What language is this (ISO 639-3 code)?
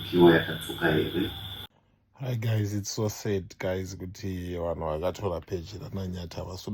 sna